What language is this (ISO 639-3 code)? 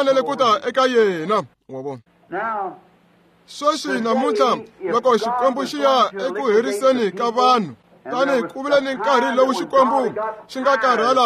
tso